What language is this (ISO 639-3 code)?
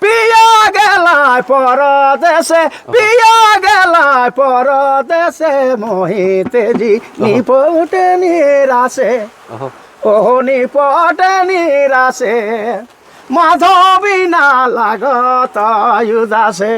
sck